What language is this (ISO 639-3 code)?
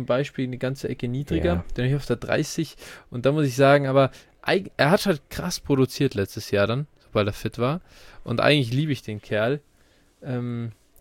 deu